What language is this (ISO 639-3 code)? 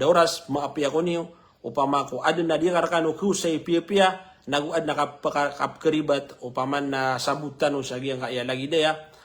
mrw